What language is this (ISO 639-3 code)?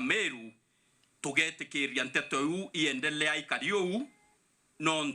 mer